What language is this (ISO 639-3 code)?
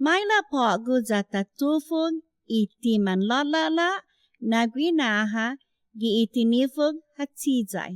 cha